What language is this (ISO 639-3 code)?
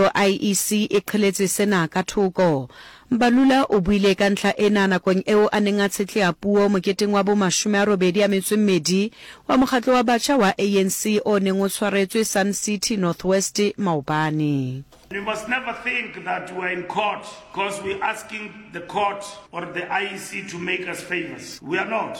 sot